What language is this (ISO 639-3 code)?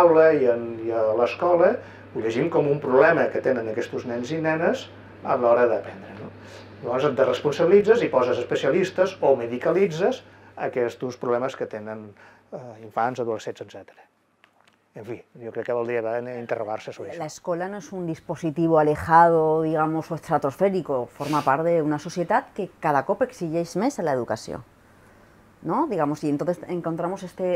cat